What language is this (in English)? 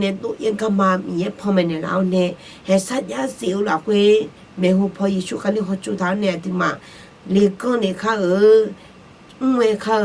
Akha